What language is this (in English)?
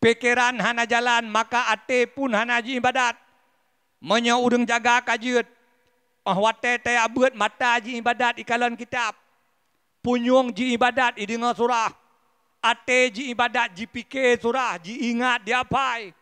Achinese